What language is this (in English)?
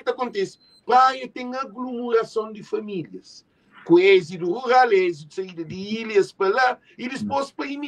Kabuverdianu